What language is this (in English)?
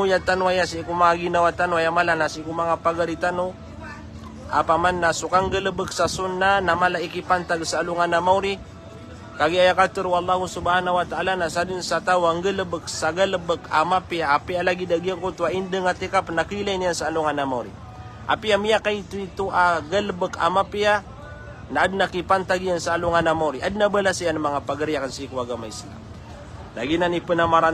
Maranao